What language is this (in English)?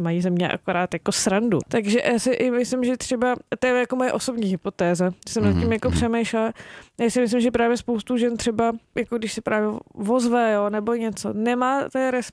Czech